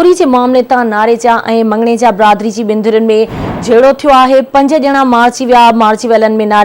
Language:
Sindhi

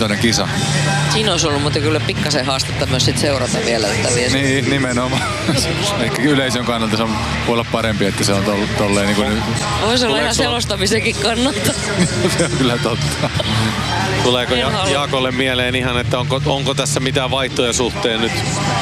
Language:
Finnish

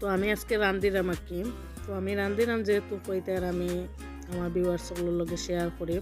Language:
Sylheti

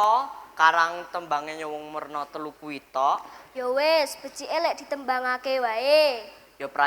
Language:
Javanese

